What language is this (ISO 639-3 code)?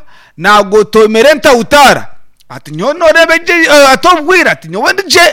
nyn